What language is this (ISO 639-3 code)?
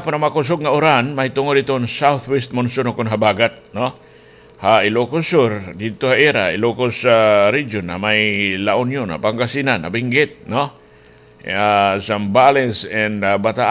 war